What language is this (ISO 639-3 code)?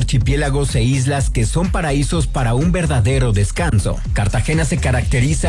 spa